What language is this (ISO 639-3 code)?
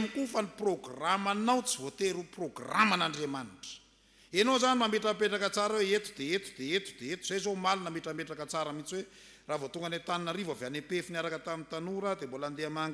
mlg